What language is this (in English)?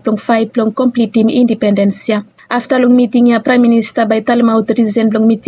Bislama